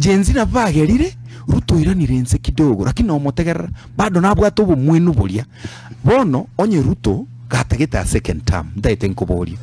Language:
Gusii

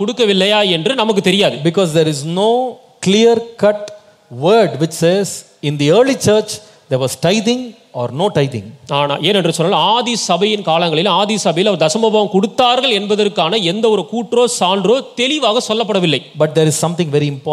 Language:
Tamil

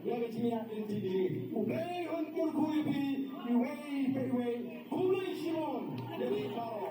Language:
Khasi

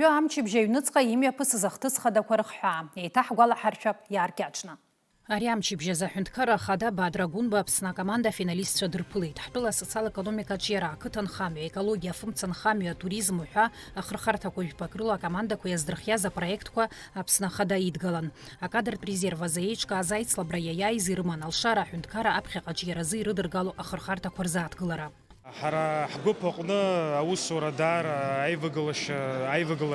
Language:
Abkhazian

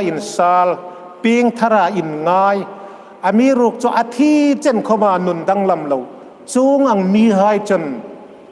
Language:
Hmar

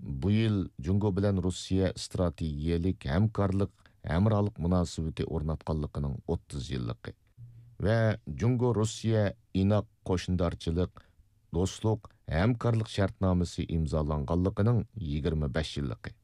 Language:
Uyghur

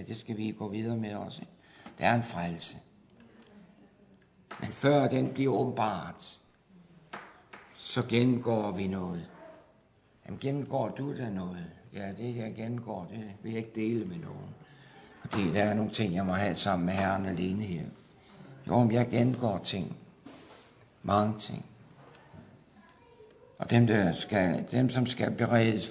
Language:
Danish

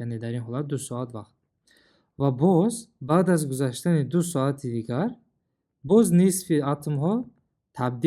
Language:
Tajik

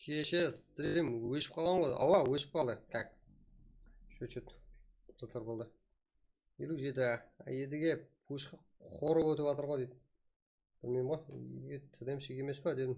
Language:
Kara-Kalpak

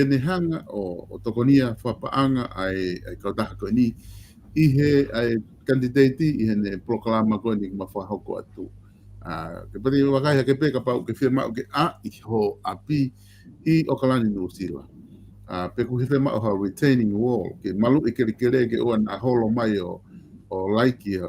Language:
Tongan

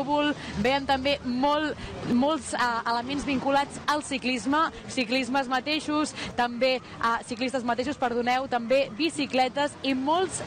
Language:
Catalan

